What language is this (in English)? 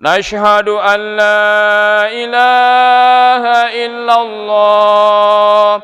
Buginese